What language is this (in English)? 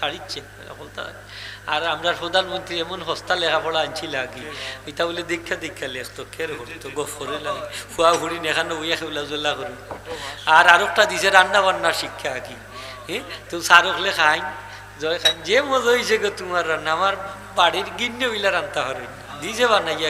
Sylheti